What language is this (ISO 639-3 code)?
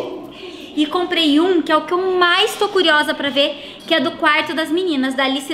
por